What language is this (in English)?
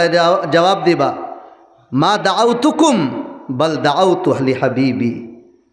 Sylheti